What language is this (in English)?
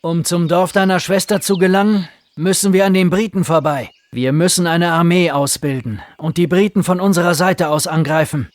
Bavarian